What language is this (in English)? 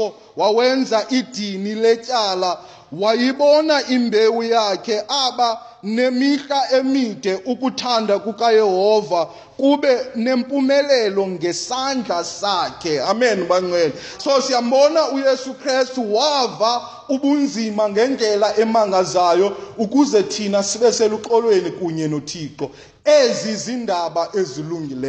Xhosa